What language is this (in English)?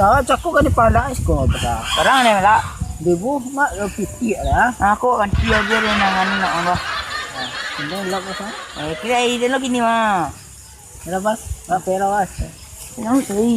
Minangkabau